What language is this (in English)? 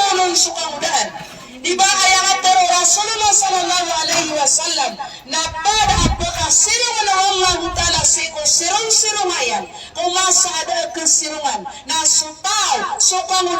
Maranao